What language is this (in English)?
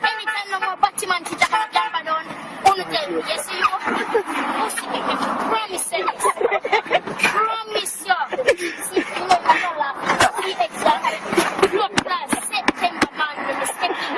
Jamaican Creole English